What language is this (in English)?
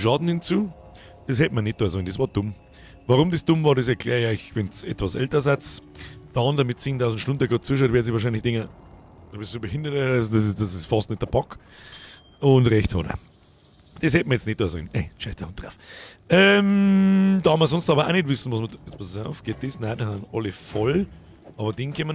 Bavarian